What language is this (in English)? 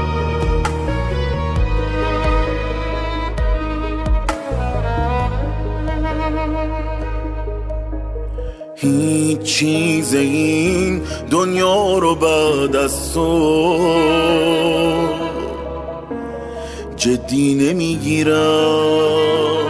Persian